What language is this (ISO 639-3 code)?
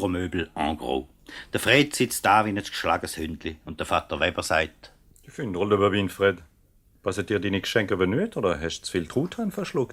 gsw